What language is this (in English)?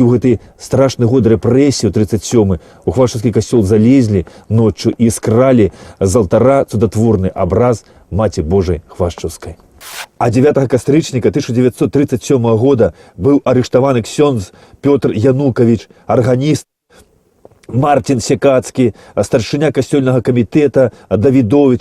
Belarusian